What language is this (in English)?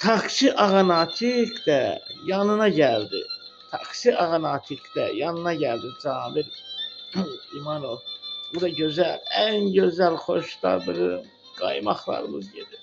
Azerbaijani